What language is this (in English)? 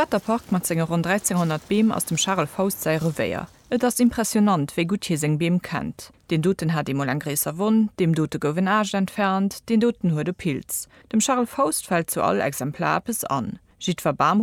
Luxembourgish